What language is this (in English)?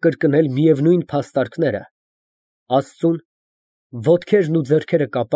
Armenian